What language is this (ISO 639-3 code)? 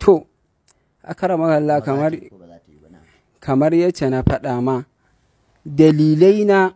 hau